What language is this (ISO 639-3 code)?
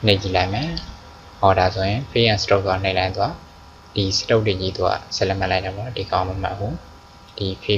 mya